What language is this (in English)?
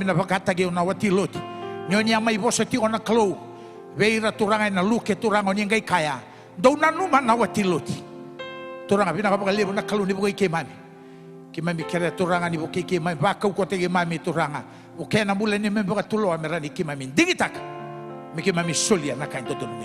Fijian